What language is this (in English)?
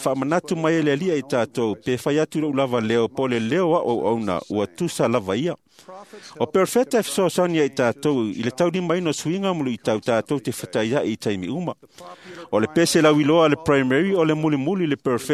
Samoan